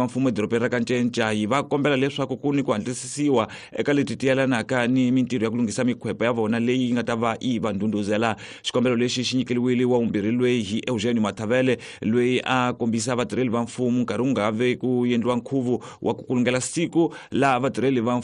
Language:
Tsonga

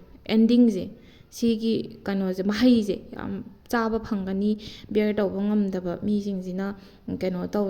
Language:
Manipuri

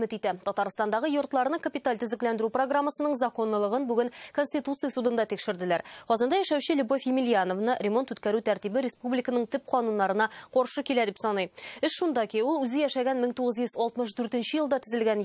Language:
Tatar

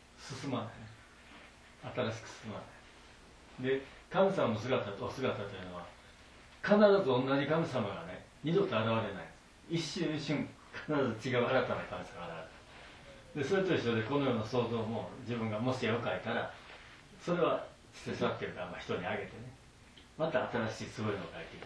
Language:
Japanese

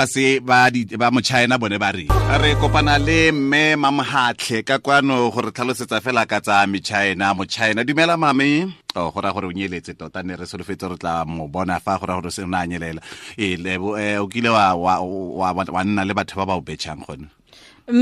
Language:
Tswana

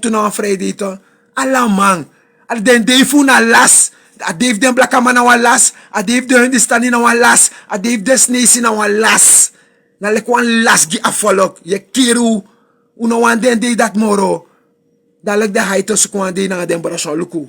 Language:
Sranan Tongo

